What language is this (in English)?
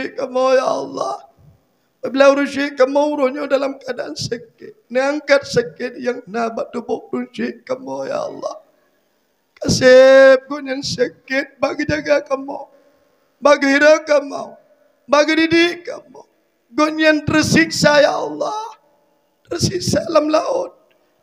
Achinese